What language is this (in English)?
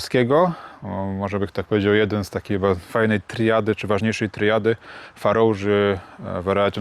Silesian